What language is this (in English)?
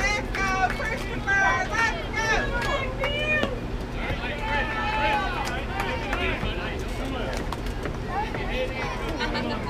English